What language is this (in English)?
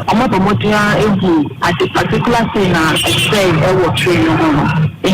Akan